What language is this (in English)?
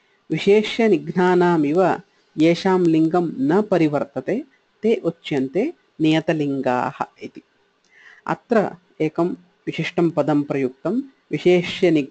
Sanskrit